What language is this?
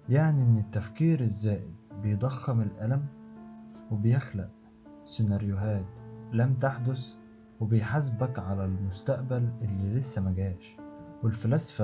Egyptian Arabic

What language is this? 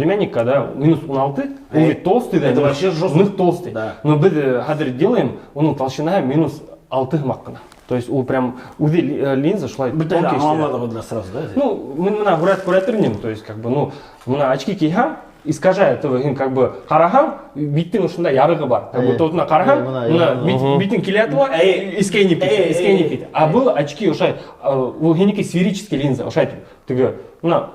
Bashkir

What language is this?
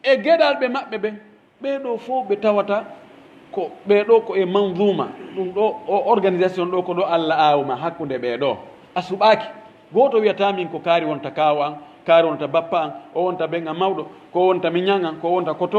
Pular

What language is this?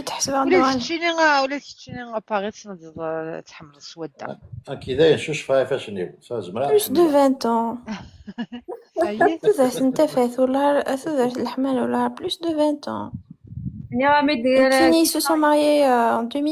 Kabyle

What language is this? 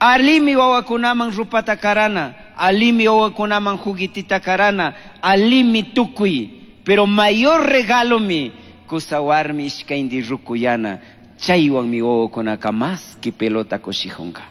Chimborazo Highland Quichua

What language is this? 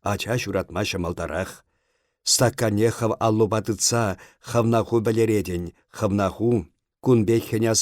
Chuvash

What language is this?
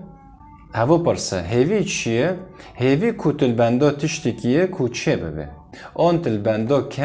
Kurdish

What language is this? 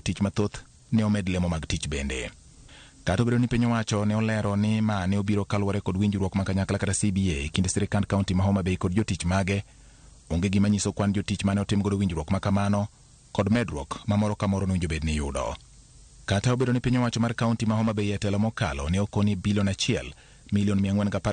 Luo (Kenya and Tanzania)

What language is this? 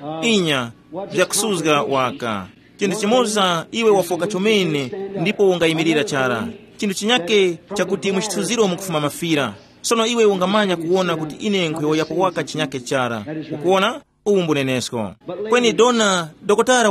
Tumbuka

